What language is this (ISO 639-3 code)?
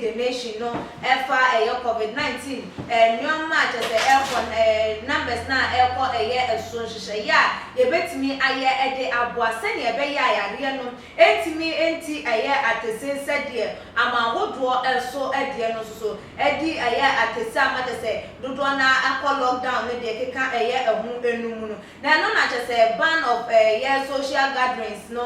aka